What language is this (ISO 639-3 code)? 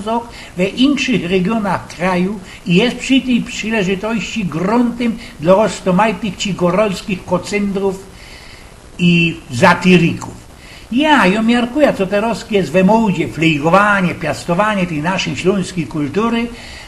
szl